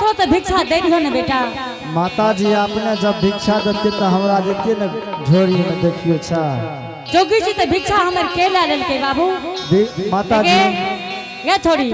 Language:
Angika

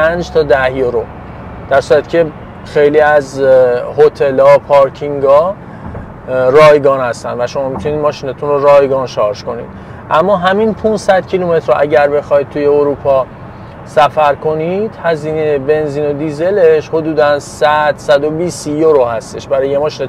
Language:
Persian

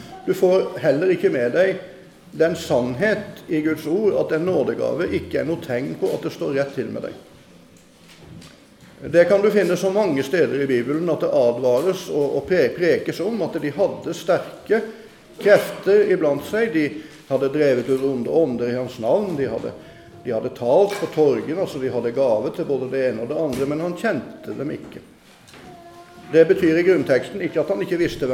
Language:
Norwegian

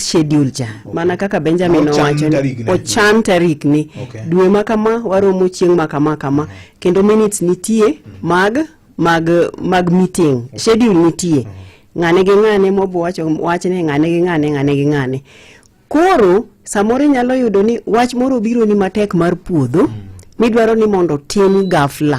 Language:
Luo (Kenya and Tanzania)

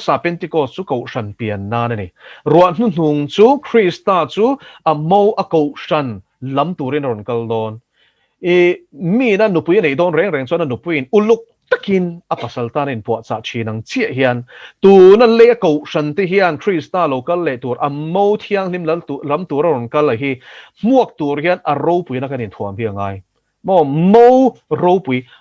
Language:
Mizo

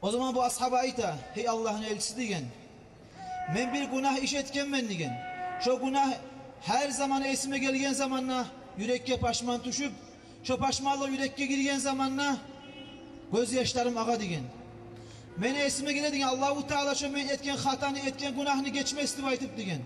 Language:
Kumyk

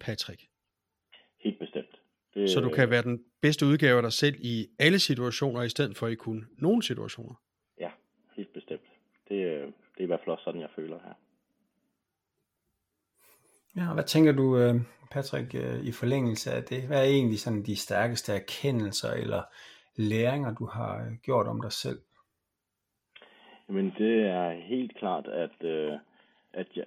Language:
Danish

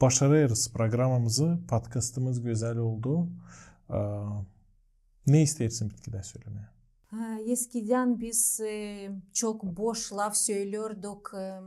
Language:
Gagauz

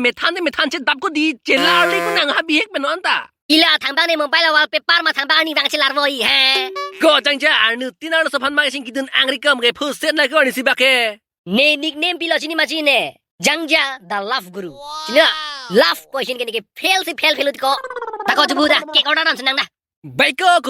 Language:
Karbi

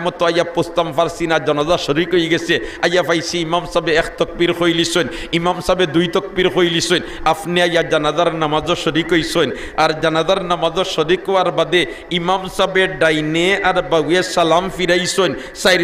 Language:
Sylheti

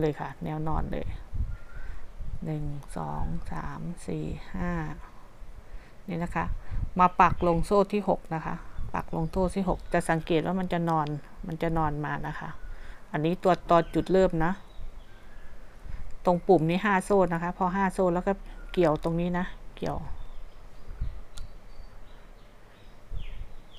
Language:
Thai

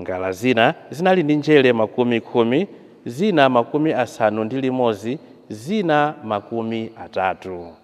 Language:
Nyanja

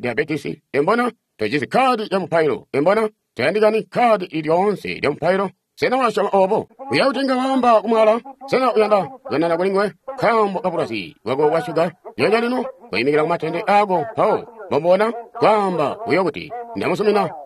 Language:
Tonga (Zambia)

